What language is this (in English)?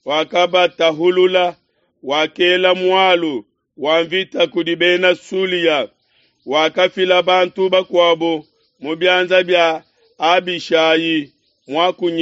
Luba-Lulua